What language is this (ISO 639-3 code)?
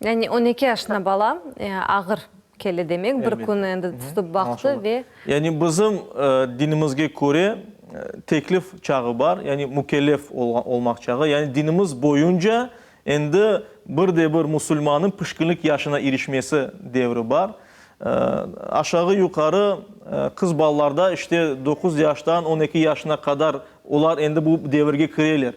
crh